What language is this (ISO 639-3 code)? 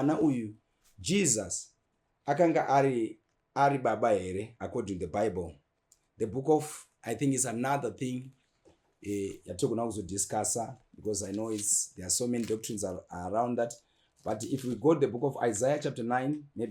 sna